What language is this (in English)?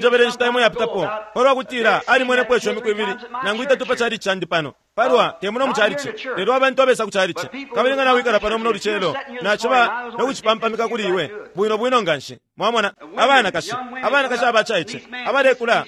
Bemba